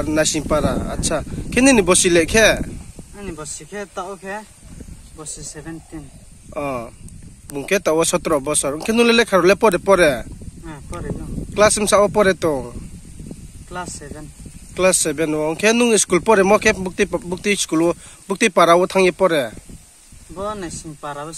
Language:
Riang (India)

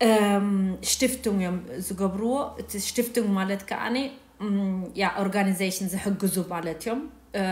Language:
Tigrinya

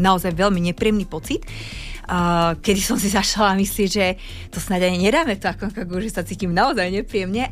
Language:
Slovak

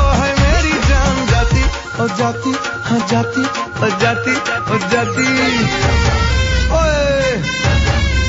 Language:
Bangla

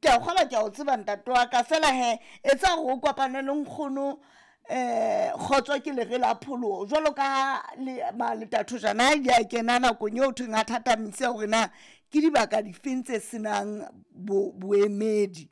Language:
Southern Sotho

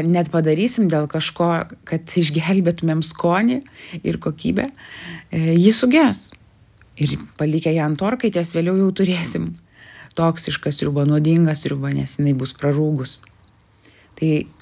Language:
Lithuanian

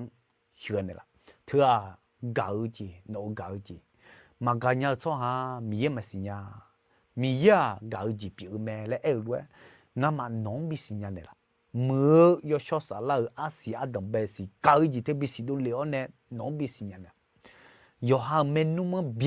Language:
Akha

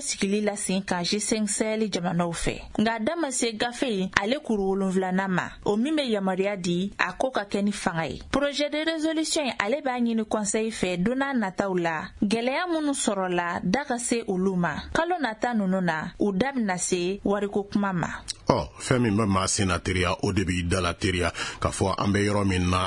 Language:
Bambara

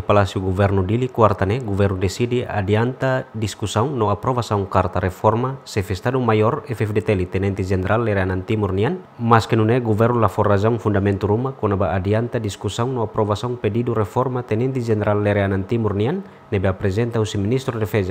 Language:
Tetum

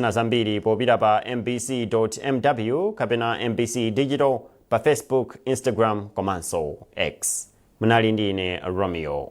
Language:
Nyanja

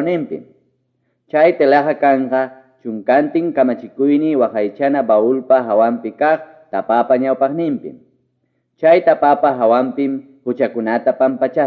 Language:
Ayacucho Quechua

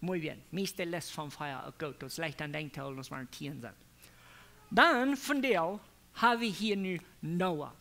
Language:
Plautdietsch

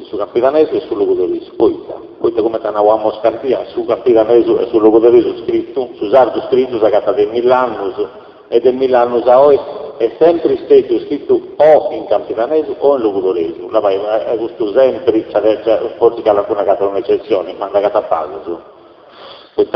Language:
Sardinian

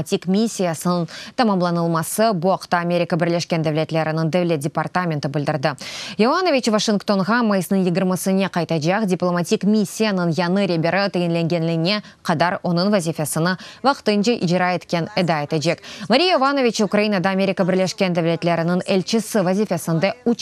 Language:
Crimean Tatar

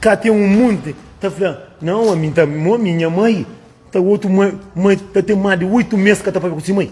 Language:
Kabuverdianu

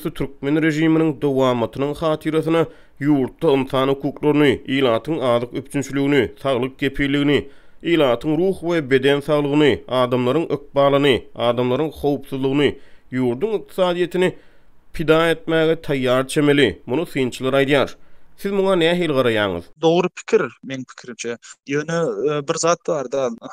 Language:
Turkmen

